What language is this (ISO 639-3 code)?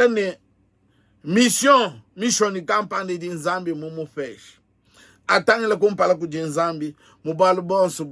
lua